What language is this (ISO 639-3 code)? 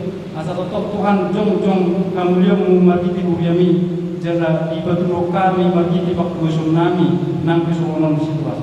bbc